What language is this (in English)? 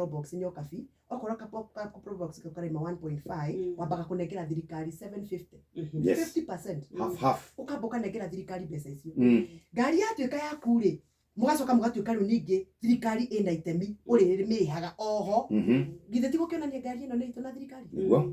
Kikuyu